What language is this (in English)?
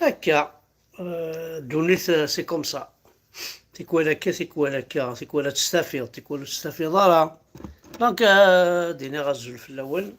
Kabyle